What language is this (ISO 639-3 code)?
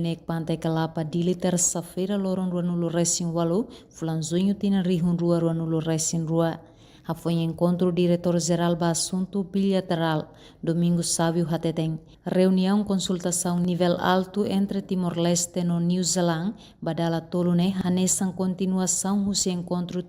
tet